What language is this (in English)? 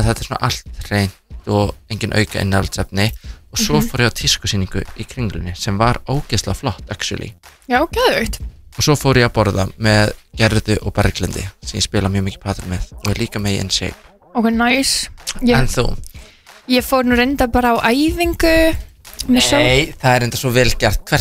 Icelandic